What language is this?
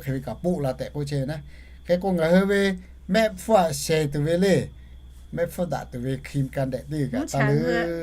Lahu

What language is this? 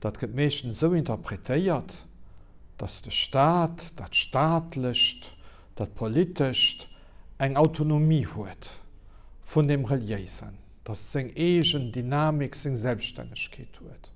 Luxembourgish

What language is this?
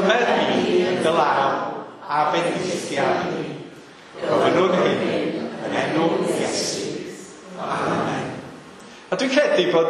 Welsh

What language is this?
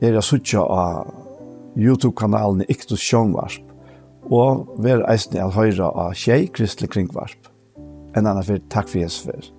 Faroese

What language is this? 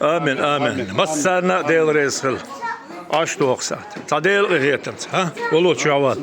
Chechen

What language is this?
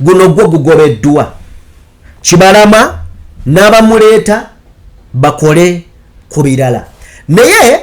Ganda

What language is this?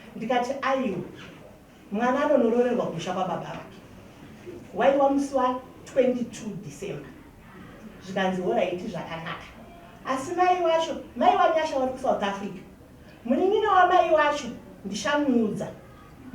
Shona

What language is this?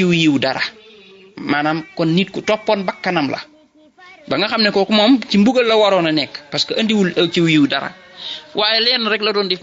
Wolof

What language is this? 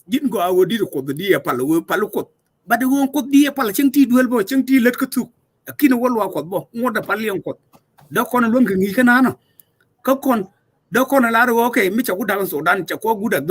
Nuer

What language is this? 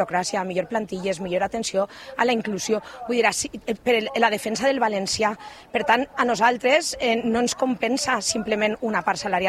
Catalan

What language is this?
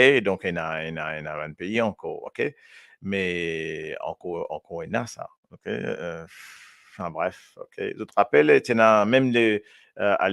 Morisyen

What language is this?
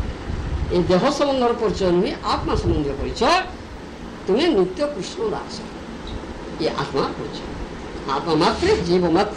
Odia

